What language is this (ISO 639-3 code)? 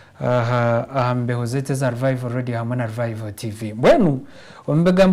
nyn